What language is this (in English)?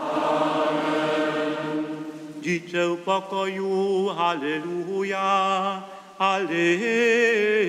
Upper Sorbian